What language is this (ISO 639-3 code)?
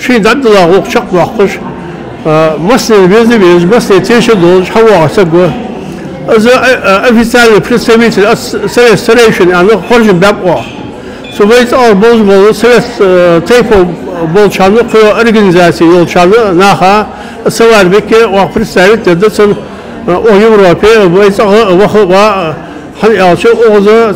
inh